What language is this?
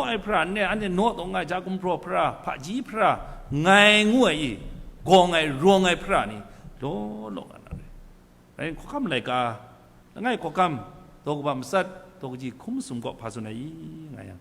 Kachin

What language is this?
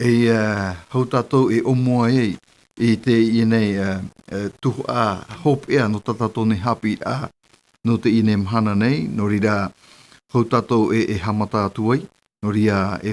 Tahitian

